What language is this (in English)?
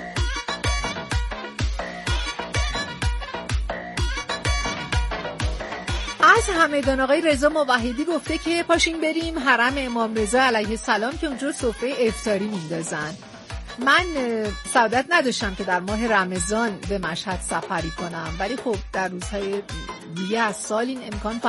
Persian